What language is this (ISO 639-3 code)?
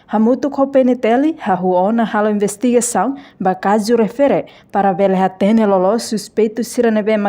tet